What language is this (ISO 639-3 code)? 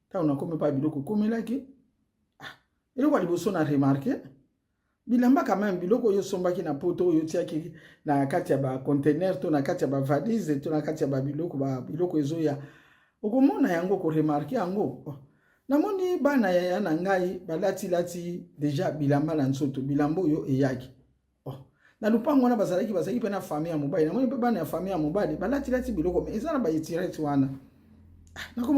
lin